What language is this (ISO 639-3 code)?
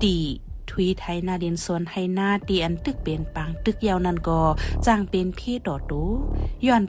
shn